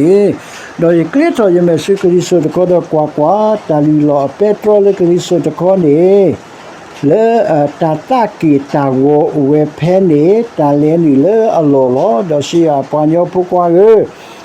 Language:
S'gaw Karen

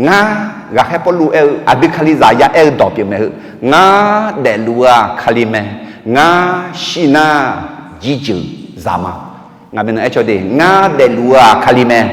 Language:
Akha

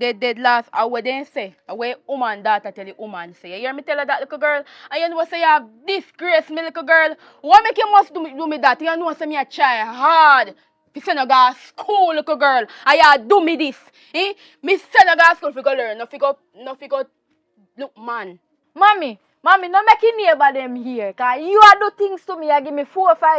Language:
Jamaican Creole English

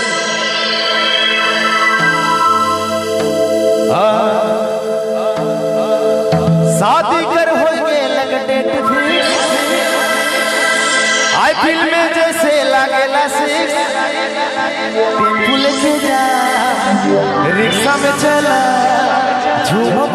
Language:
Bhojpuri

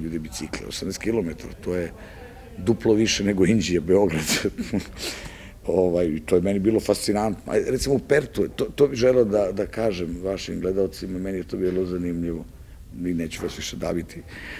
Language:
Serbian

